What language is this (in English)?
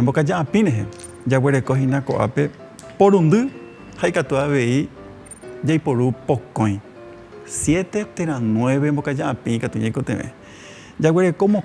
Guarani